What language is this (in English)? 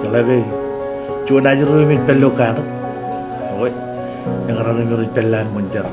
Marshallese